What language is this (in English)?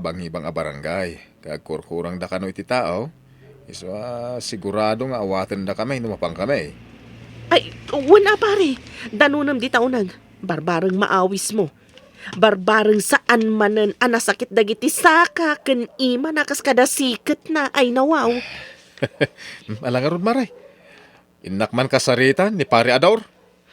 Iloko